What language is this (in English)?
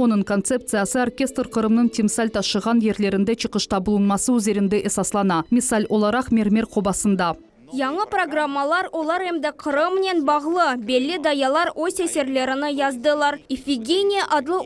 Crimean Tatar